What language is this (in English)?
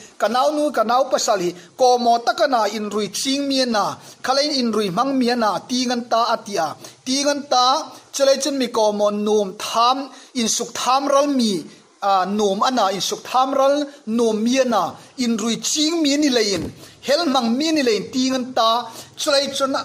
Hmar